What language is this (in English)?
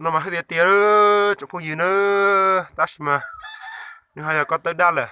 Hmong